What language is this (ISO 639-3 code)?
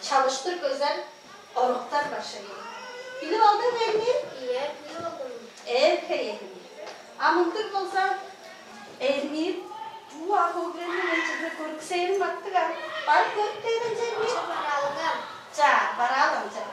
tyv